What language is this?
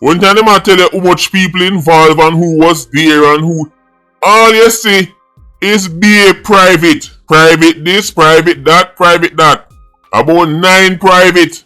Jamaican Creole English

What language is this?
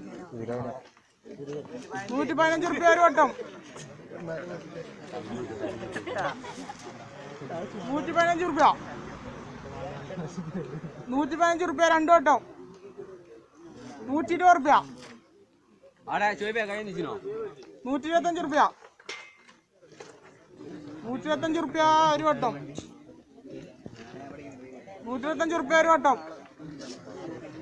Malayalam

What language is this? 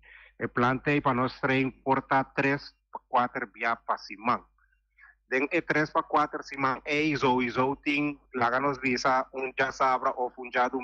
Papiamento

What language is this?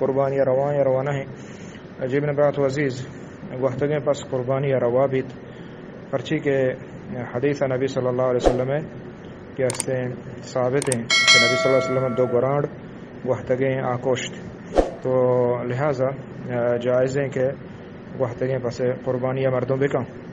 Eastern Balochi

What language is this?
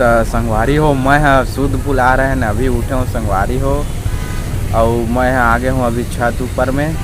Chhattisgarhi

